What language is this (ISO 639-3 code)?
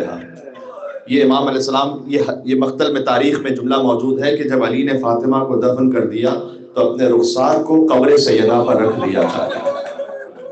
urd